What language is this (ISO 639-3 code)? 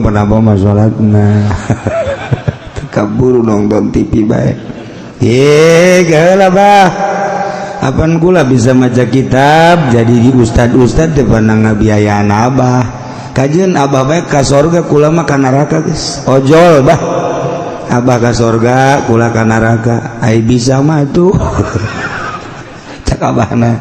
sun